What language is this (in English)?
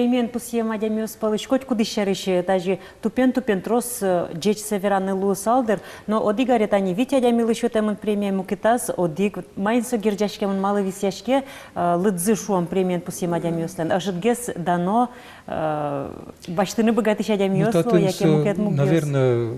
Udmurt